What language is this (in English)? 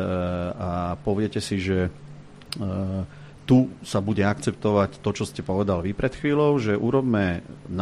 Slovak